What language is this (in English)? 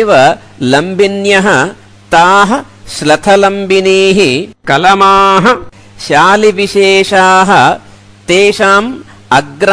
Sanskrit